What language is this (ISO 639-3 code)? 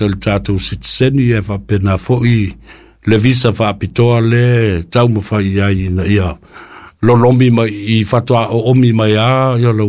smo